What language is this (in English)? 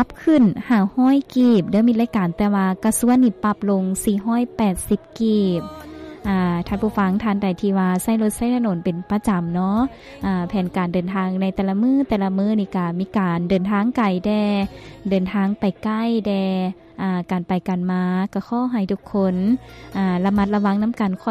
Lao